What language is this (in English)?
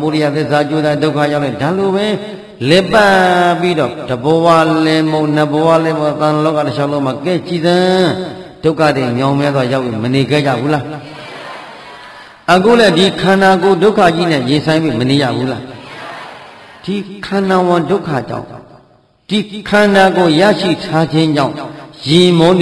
Burmese